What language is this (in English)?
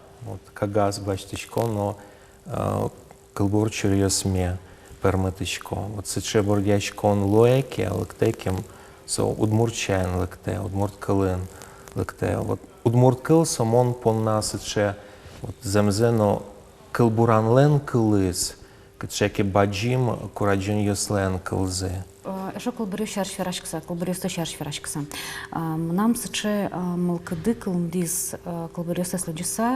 Udmurt